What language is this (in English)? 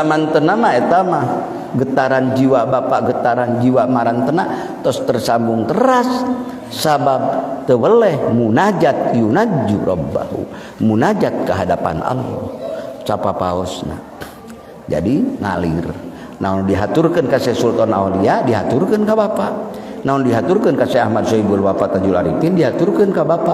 Sundanese